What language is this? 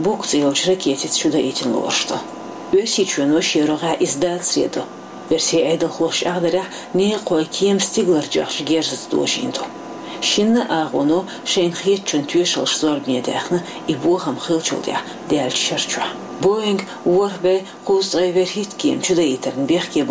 Chechen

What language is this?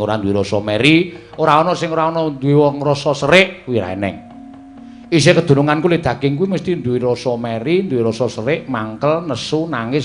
Javanese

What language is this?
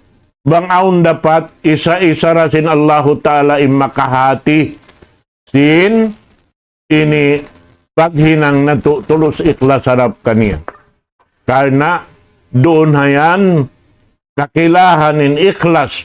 Tausug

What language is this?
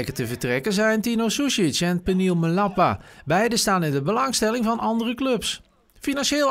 Dutch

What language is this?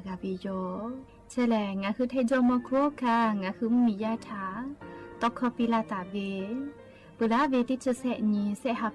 Lahu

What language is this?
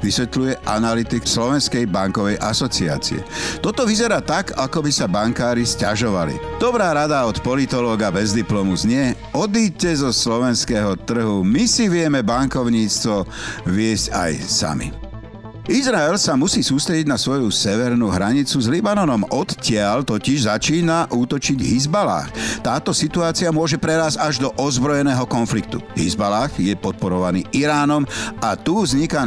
Slovak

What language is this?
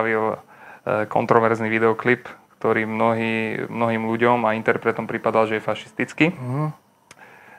Slovak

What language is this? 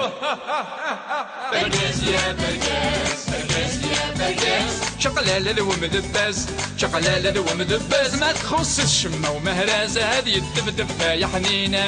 Kabyle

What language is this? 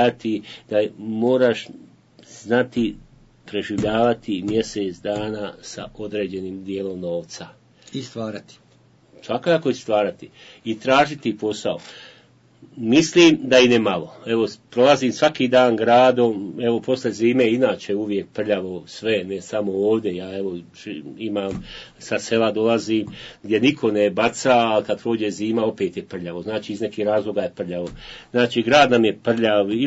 Bosnian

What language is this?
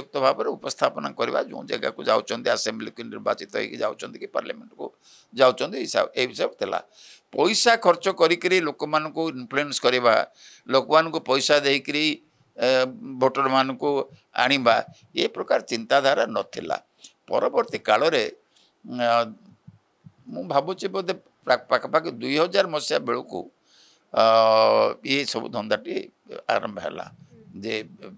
Odia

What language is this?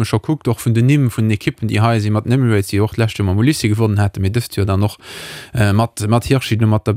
Luxembourgish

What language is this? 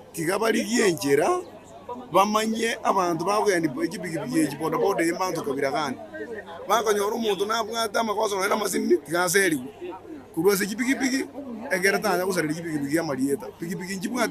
Gusii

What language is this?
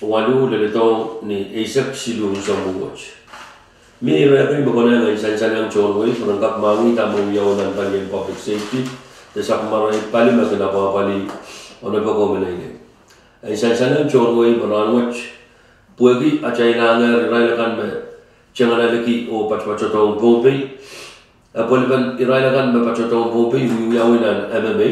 Pohnpeian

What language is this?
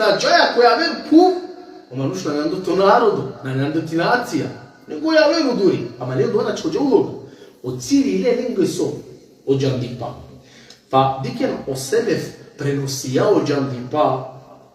Balkan Romani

